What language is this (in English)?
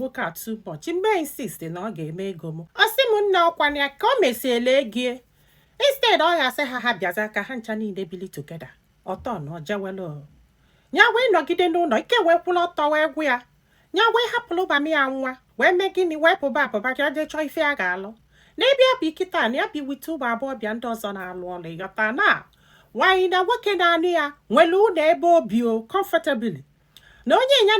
Igbo